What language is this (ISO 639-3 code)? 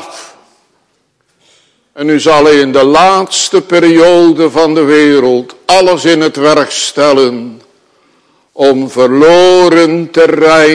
nld